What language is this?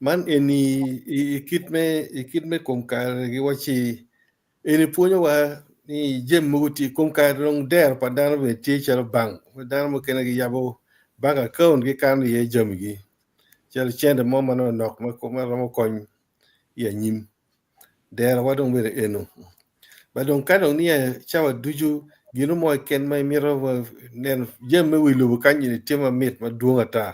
Acoli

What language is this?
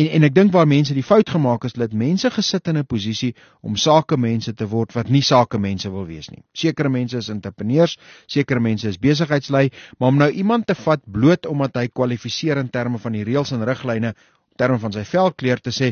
Afrikaans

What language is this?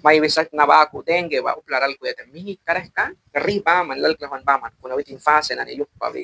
Mískito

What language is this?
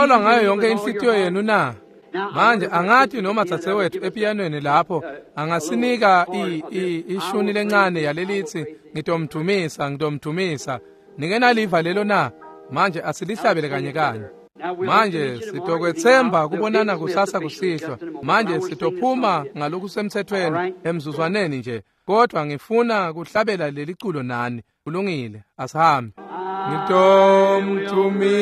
Swati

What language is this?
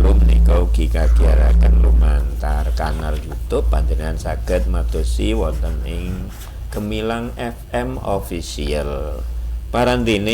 Javanese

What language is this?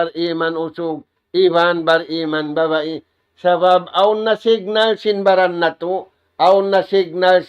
Tausug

